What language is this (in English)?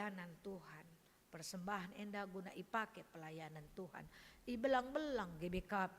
Batak Karo